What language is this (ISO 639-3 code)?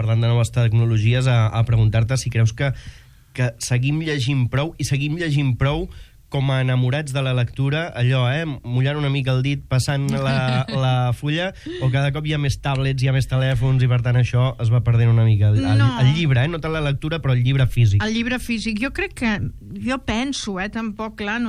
cat